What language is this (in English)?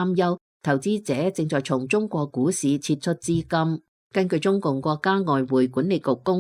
Cantonese